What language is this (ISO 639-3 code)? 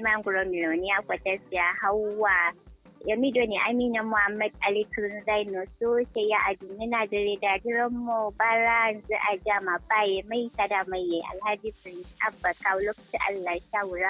kau